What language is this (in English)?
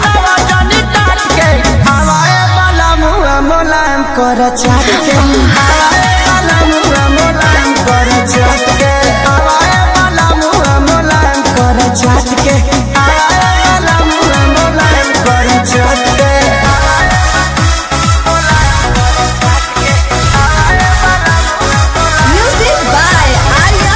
Bhojpuri